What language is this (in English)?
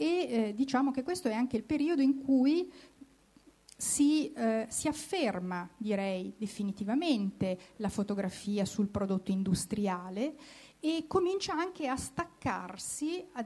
Italian